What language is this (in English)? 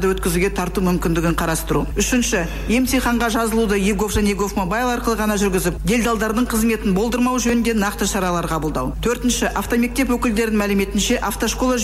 Kazakh